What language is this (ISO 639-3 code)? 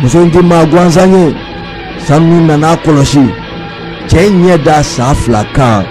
bam